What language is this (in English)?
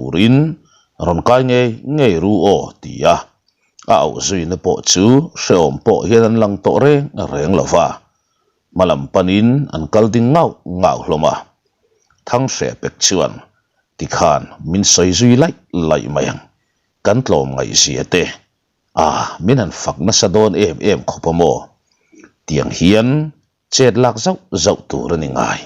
Mizo